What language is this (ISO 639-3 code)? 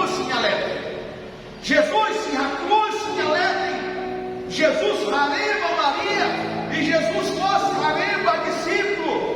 tet